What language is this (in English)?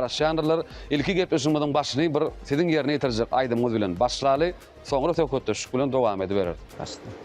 Turkmen